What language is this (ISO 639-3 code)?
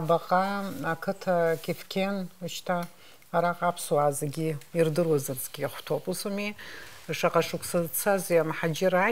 abk